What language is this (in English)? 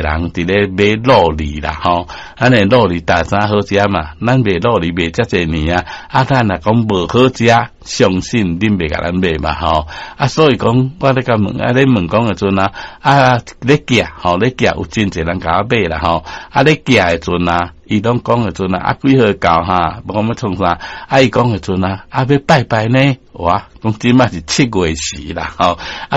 Min Nan Chinese